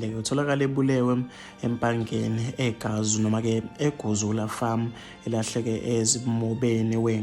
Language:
Zulu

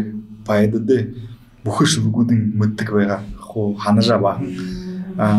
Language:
Buriat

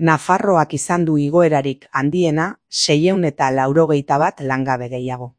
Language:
Basque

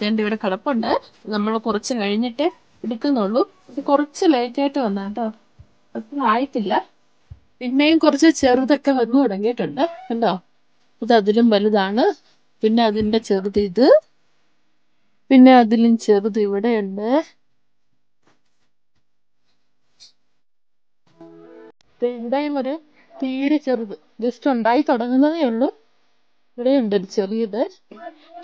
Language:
Malayalam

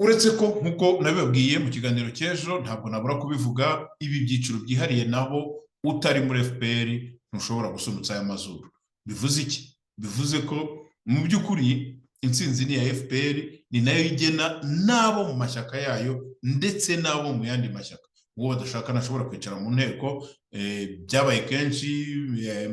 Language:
Kinyarwanda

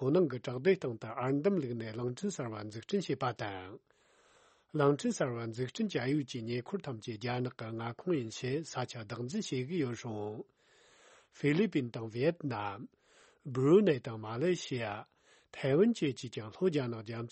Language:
Tibetan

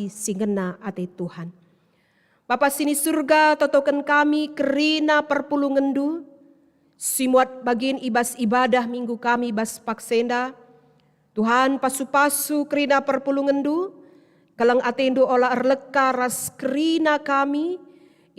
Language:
Batak Karo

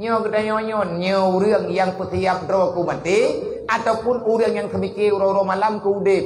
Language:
Achinese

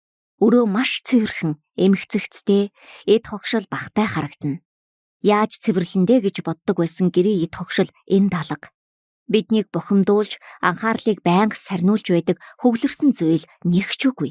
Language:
Mongolian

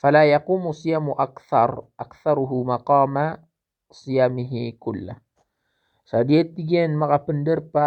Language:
Maranao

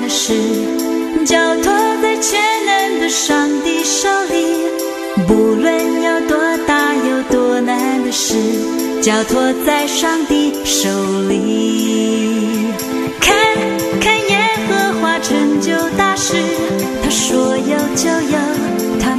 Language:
Chinese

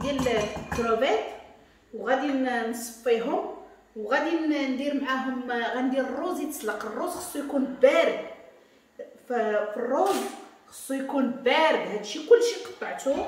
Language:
Moroccan Arabic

